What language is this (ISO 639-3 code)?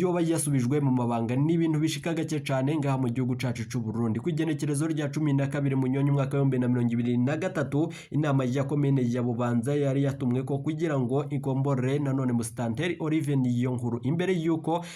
run